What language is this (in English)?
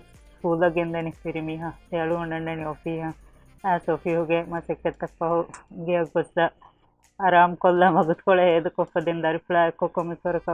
Divehi